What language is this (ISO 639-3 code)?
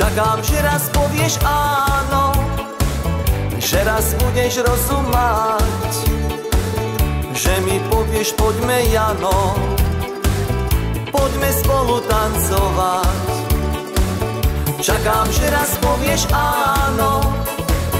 slk